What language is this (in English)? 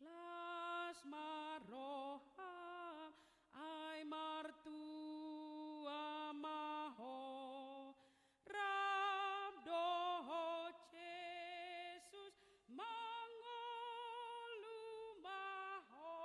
Batak Toba